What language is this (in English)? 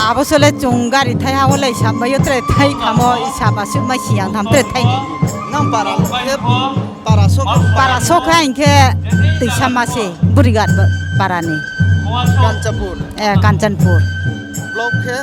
Riang (India)